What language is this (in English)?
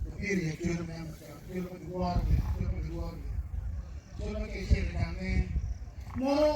Acoli